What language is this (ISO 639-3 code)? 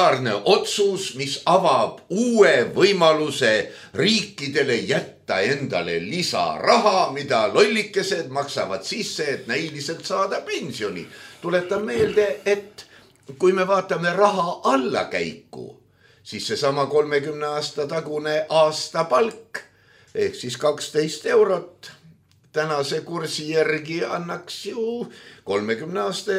est